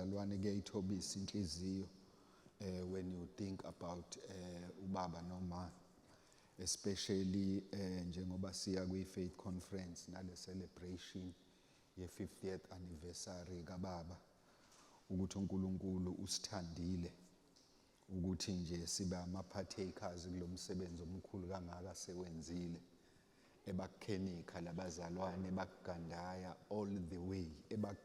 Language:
Zulu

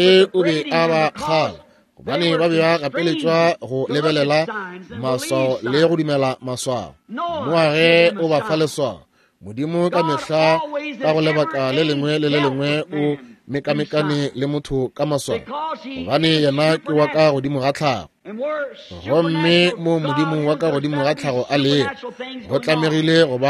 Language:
Northern Sotho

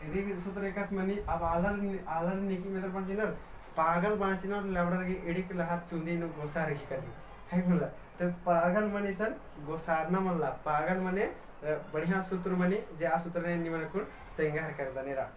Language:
Kurukh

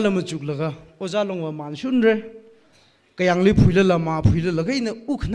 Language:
Tangkhul Naga (India)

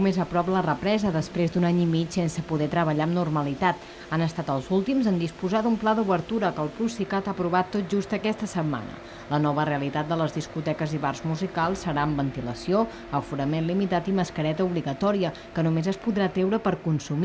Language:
Catalan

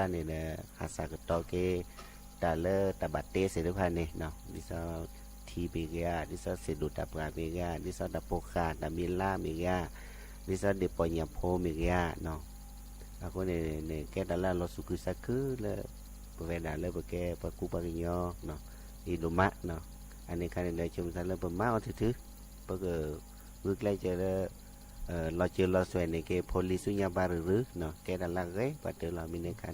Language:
S'gaw Karen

